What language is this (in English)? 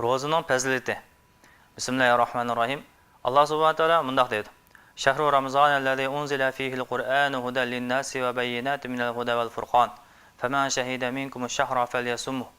Uyghur